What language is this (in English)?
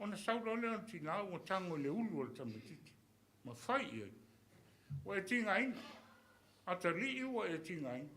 Samoan